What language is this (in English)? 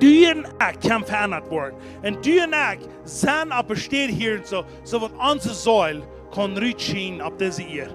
Plautdietsch